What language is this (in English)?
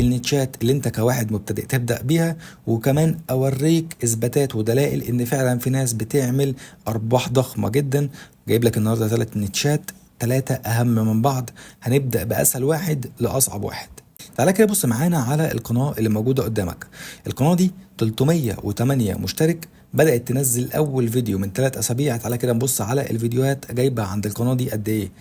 Egyptian Arabic